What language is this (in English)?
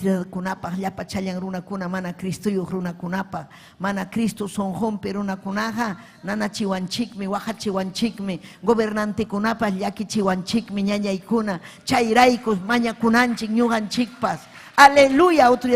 Ayacucho Quechua